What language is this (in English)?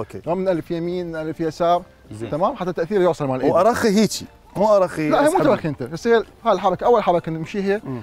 Mesopotamian Arabic